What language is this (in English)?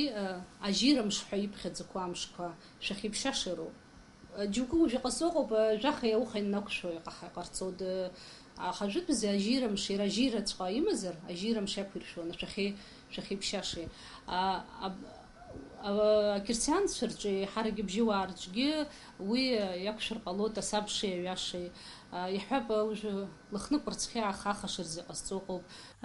Abkhazian